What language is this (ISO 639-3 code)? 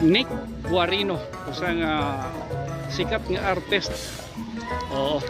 war